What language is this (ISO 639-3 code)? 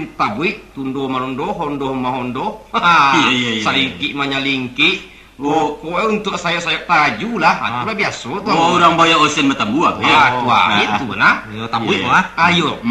min